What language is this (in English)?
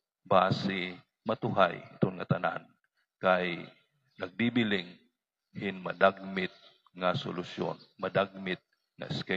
Waray